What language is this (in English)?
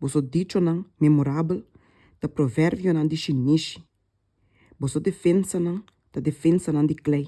Papiamento